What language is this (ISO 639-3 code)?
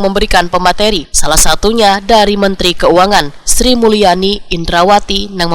bjn